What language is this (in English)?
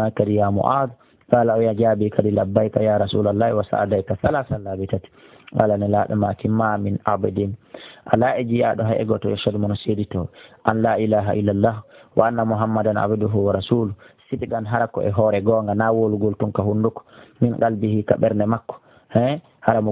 Pular